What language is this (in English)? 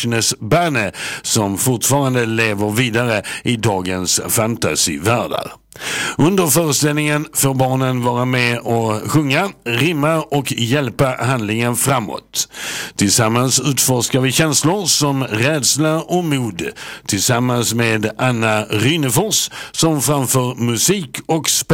Swedish